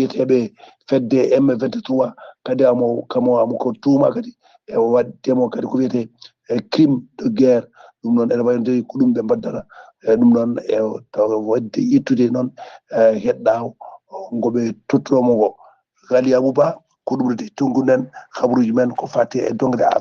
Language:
Fula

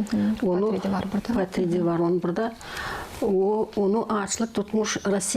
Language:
Gagauz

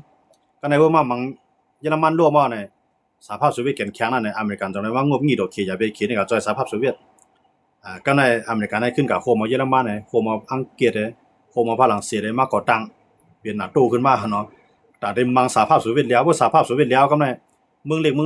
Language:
Shan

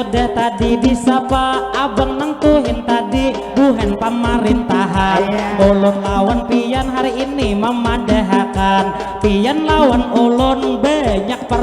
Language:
Banjar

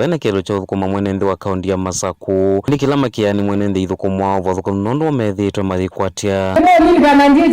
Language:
Kamba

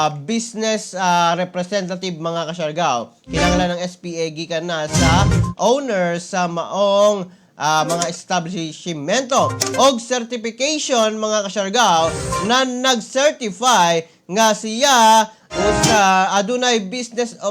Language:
Cebuano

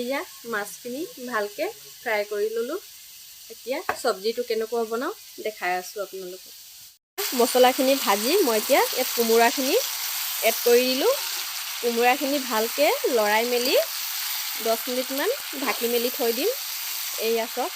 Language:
Assamese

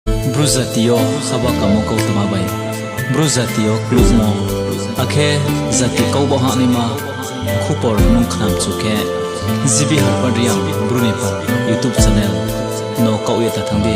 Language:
Riang (India)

